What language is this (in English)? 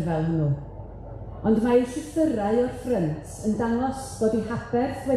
Welsh